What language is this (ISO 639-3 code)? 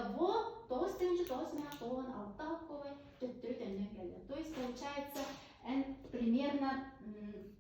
sah